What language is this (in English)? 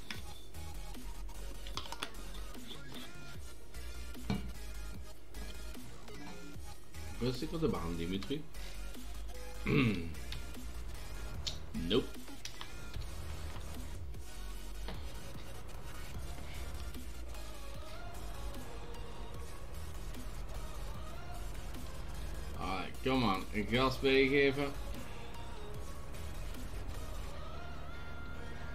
Dutch